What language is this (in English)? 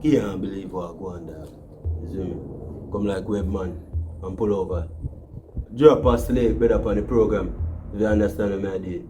Jamaican Creole English